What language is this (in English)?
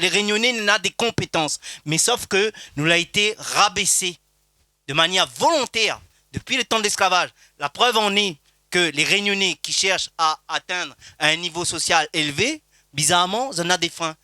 Réunion Creole French